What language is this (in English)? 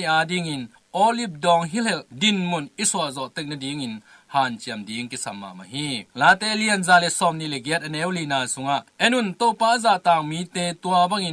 Tedim Chin